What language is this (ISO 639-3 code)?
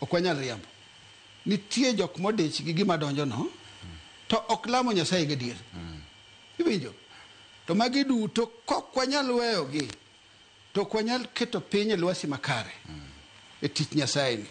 luo